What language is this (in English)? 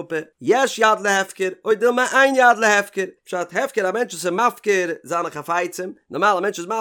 Yiddish